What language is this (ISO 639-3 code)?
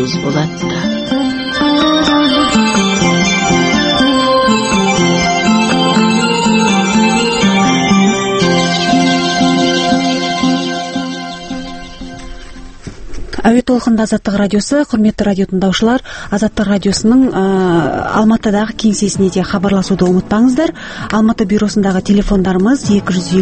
kaz